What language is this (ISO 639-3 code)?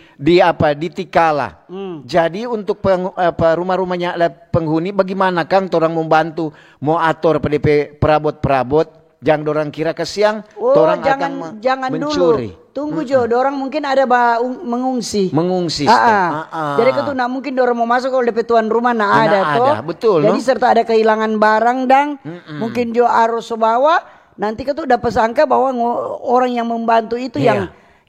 xmm